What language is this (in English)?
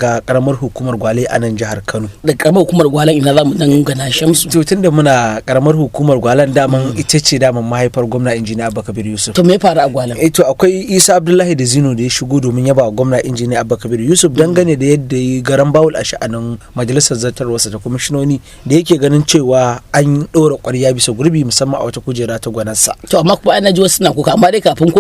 Hausa